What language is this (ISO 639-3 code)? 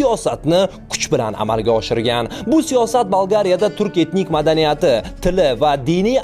uzb